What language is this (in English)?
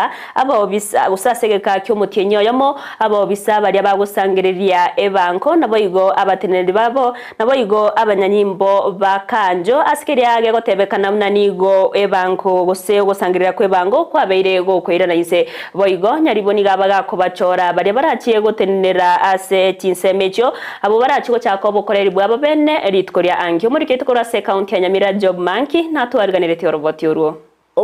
Gusii